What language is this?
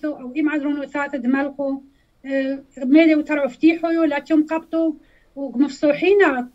Turoyo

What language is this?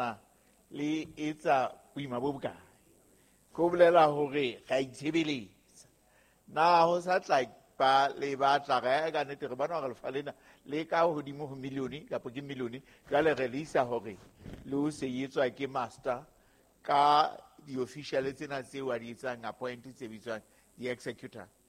Southern Sotho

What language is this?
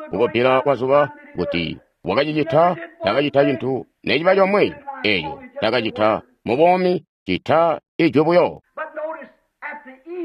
Tonga (Zambia)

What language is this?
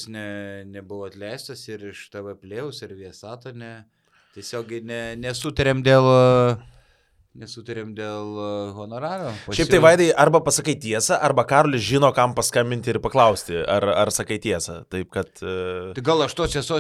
Lithuanian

